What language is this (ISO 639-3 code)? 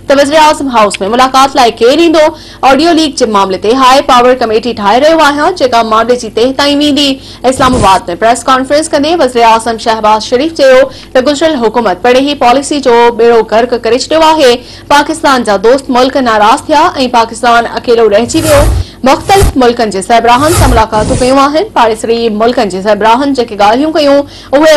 snd